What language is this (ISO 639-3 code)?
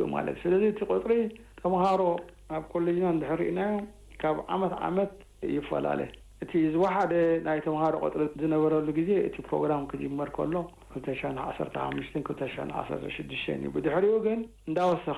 tir